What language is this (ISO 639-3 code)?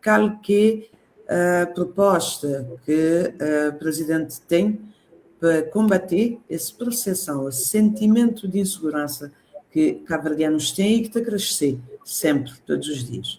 kea